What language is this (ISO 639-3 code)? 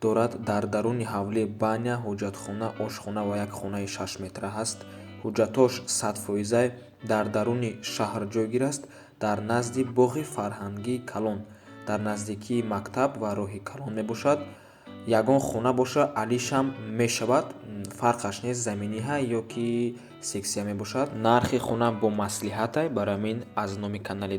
tgk